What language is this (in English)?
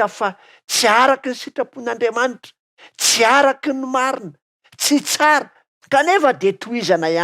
Malagasy